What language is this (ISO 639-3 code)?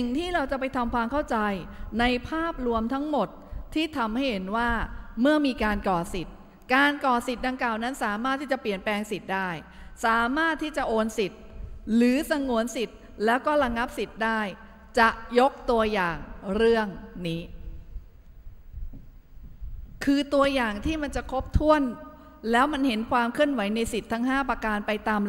tha